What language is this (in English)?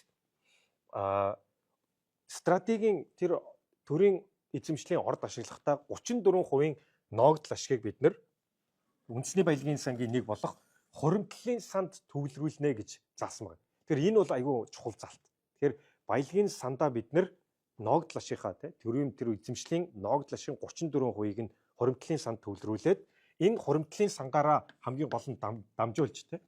Mongolian